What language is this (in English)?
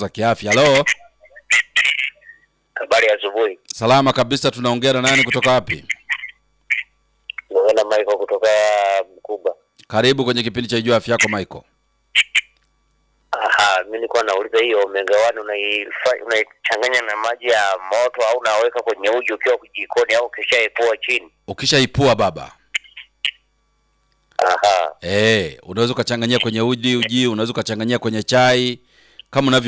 Swahili